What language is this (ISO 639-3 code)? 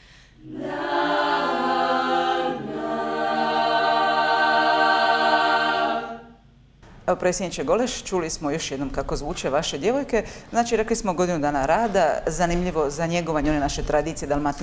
hrv